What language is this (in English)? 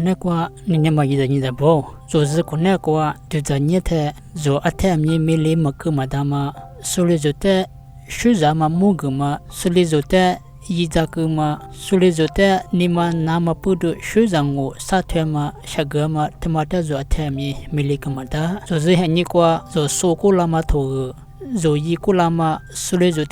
Lisu